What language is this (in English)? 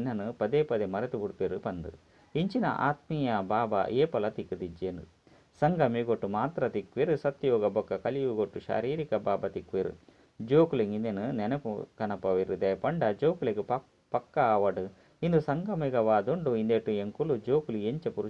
Tulu